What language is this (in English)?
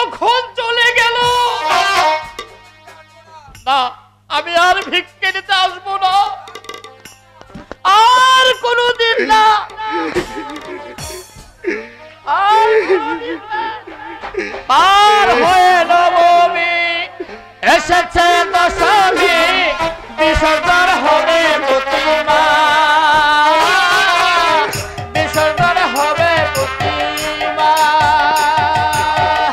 Bangla